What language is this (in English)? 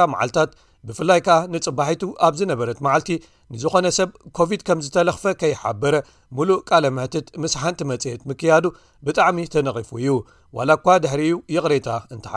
Tigrinya